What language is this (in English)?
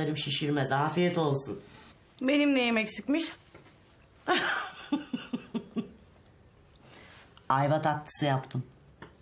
Turkish